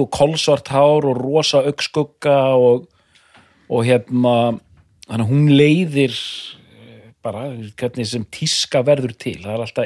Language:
Icelandic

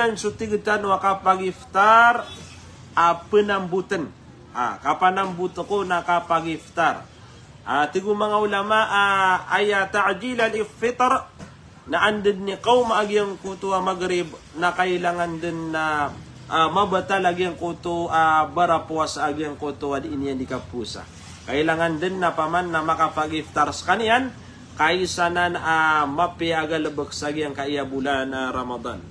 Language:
Maranao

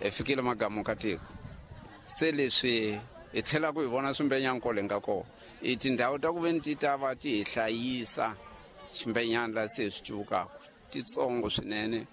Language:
Tsonga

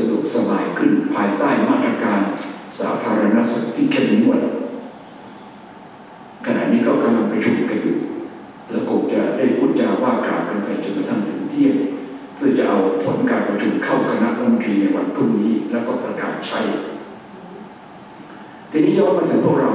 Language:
Thai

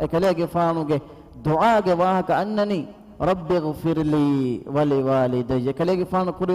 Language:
Divehi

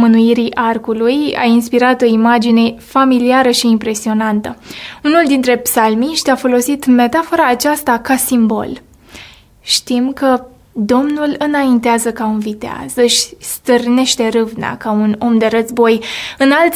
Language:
Romanian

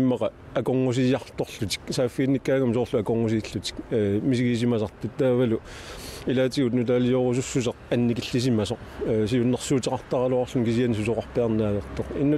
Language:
Kalaallisut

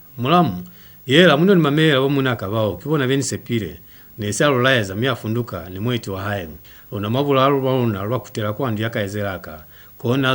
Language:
Lozi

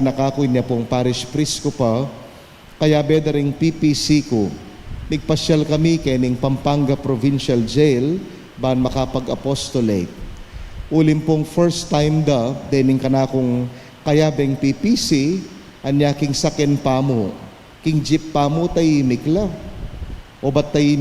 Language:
Pampanga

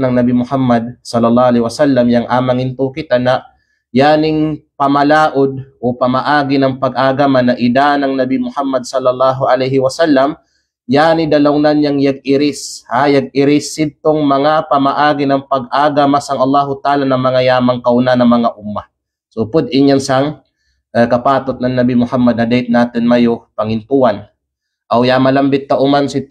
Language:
Kalagan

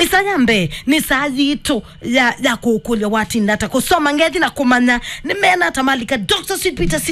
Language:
Kamba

